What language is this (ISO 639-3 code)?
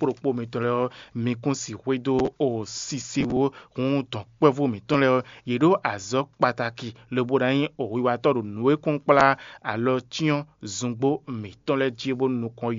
fon